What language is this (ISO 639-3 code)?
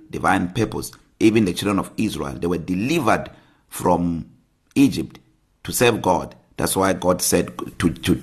eng